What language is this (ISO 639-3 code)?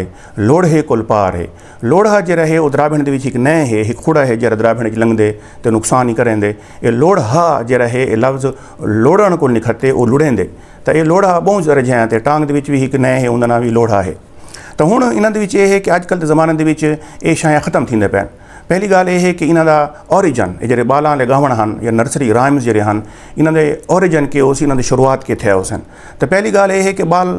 skr